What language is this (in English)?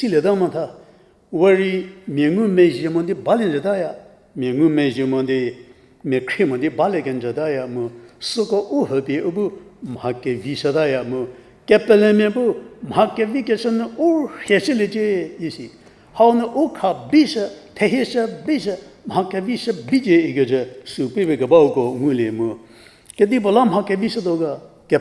Angami Naga